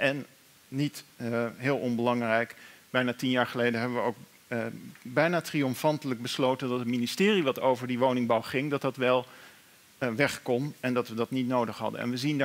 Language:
Dutch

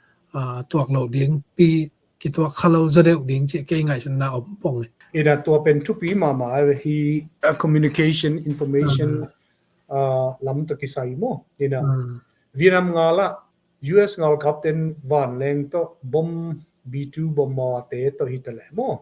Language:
Tedim Chin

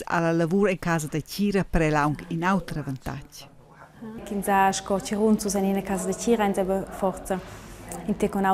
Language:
Romansh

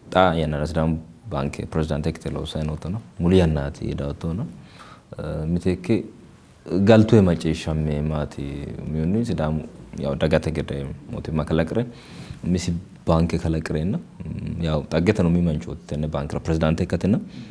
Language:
Sidamo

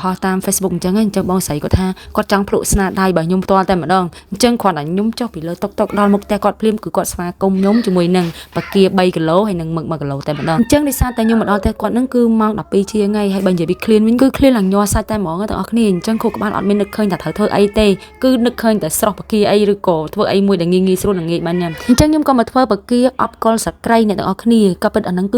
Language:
Khmer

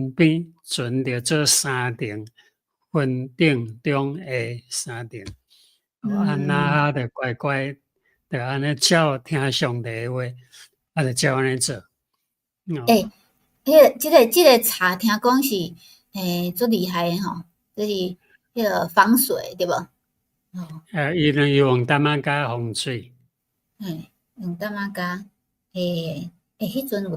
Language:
Min Nan Chinese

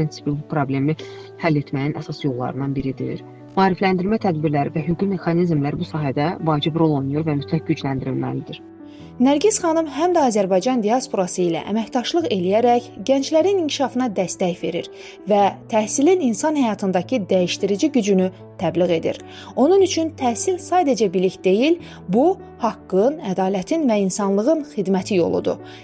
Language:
Azerbaijani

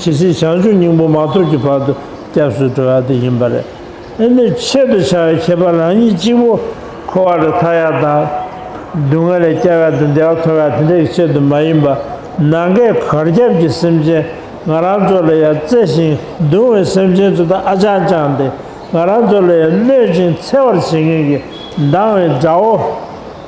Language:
Tibetan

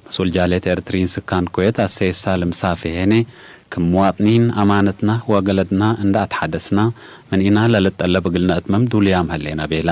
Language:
Tigre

